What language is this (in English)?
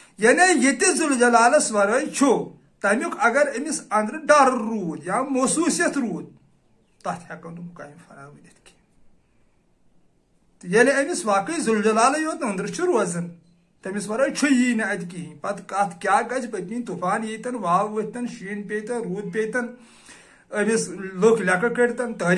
Kashmiri